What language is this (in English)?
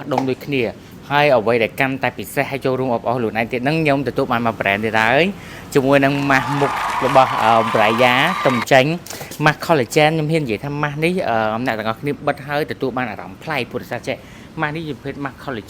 Khmer